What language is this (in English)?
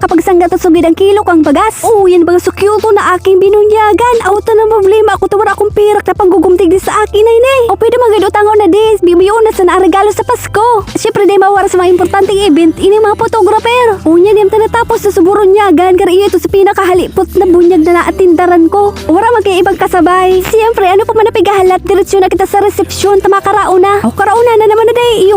Bikol